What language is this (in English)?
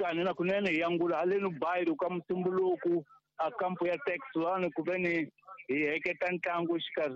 Tsonga